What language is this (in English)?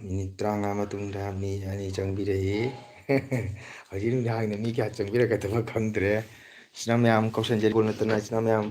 Manipuri